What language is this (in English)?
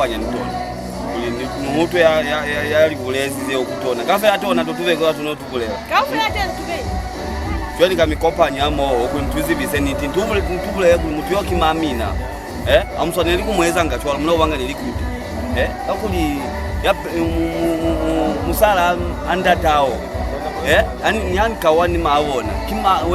Lozi